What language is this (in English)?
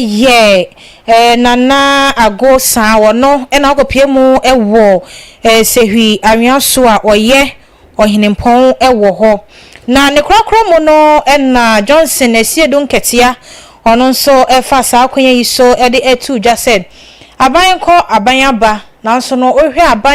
Akan